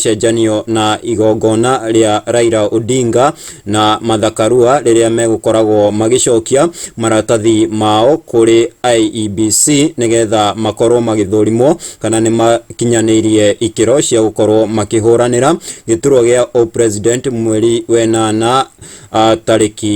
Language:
Kikuyu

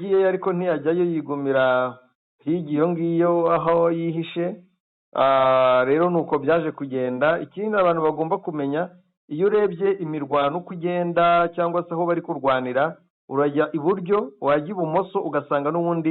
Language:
Kinyarwanda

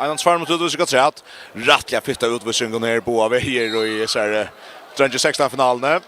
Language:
Faroese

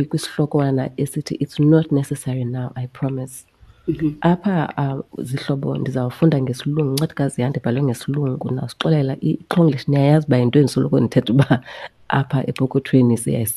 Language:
Xhosa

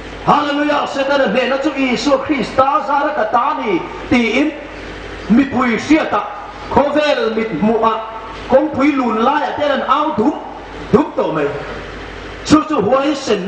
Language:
Hmar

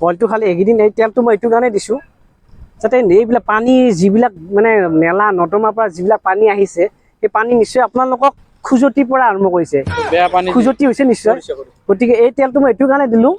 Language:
Assamese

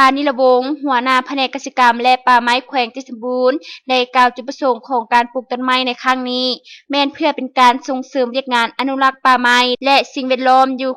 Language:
Lao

